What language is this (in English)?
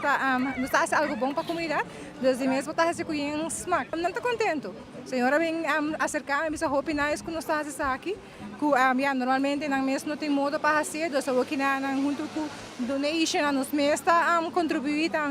Papiamento